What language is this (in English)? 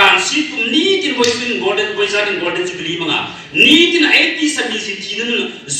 Hmar